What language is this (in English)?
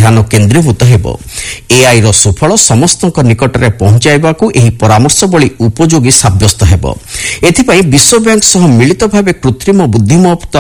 Odia